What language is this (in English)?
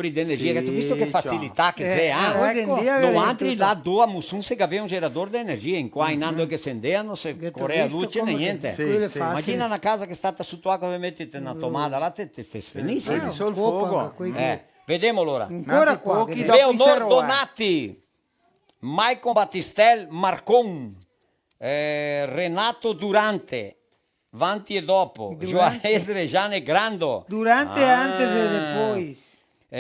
Venetian